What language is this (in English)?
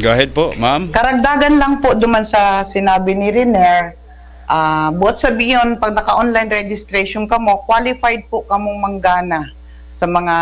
Bikol